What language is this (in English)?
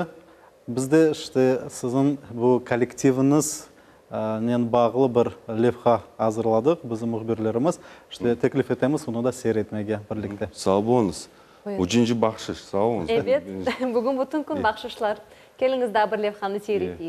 Crimean Tatar